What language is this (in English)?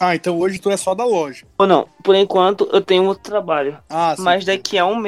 Portuguese